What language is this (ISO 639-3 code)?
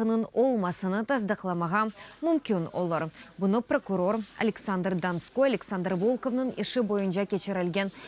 crh